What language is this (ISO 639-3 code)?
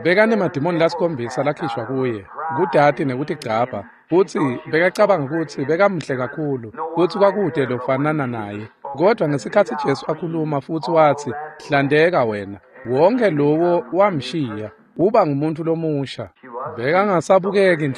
ssw